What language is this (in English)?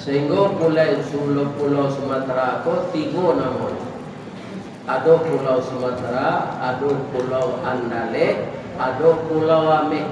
Minangkabau